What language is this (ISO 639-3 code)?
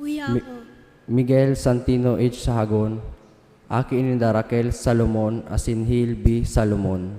bik